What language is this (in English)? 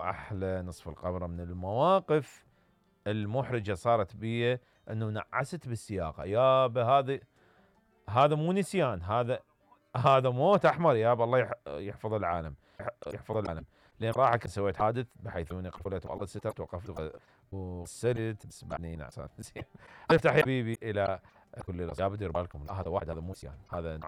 Mesopotamian Arabic